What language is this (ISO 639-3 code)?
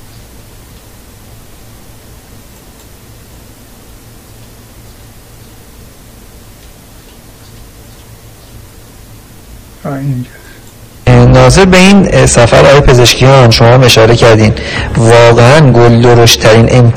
fas